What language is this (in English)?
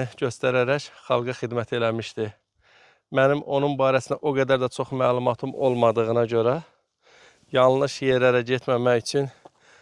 Azerbaijani